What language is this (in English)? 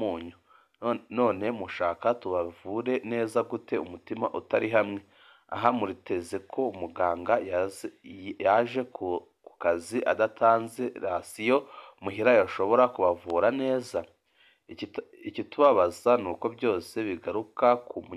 Rundi